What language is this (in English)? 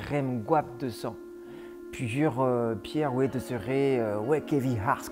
Breton